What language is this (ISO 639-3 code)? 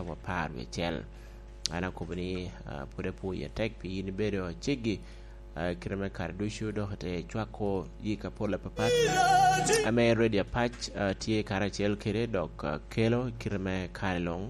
laj